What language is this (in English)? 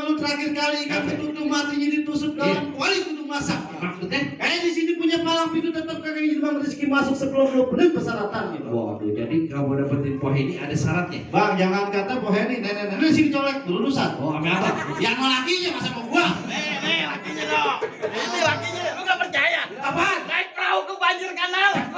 Betawi